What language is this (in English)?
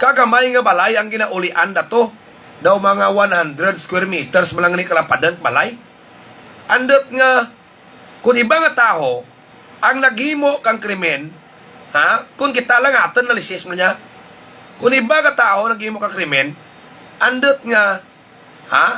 Hiligaynon